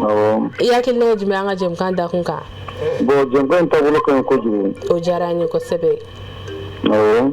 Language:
Bambara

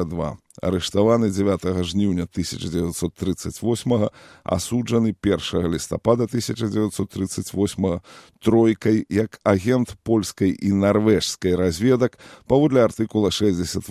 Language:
Belarusian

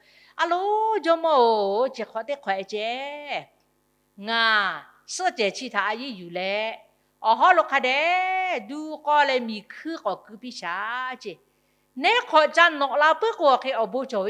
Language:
Lahu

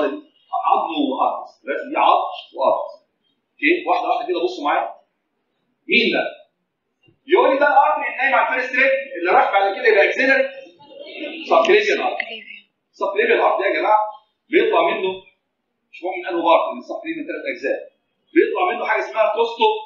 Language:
Egyptian Arabic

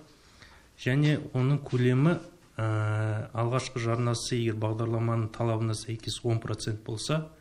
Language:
Kazakh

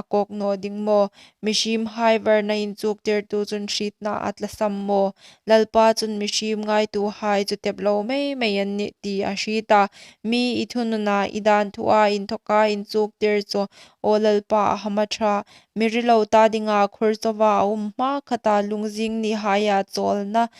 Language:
Hmar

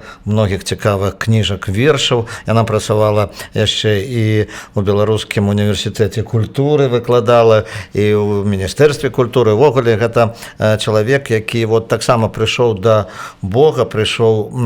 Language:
Belarusian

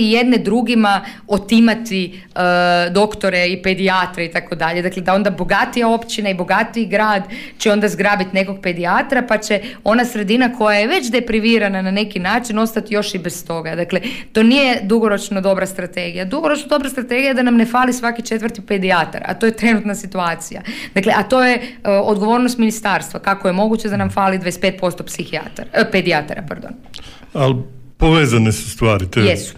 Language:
Croatian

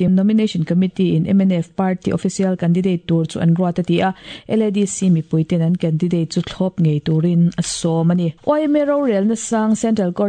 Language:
Mizo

